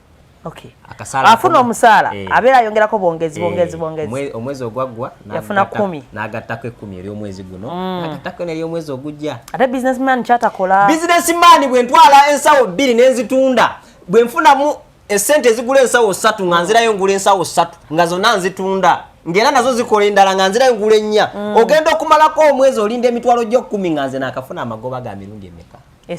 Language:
Ganda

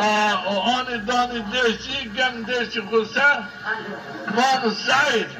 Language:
Zaza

